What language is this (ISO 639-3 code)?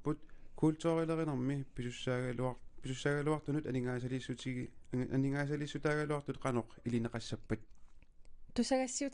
kal